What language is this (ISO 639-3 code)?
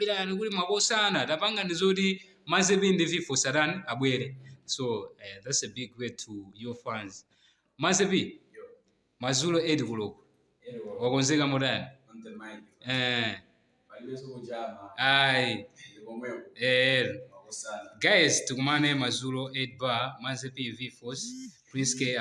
nya